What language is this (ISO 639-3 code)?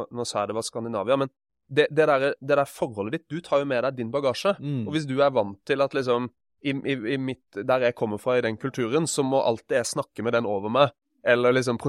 nor